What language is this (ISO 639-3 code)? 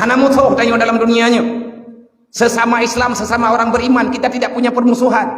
ace